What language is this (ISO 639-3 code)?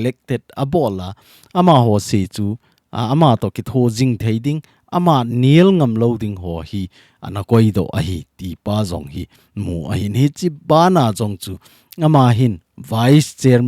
tcz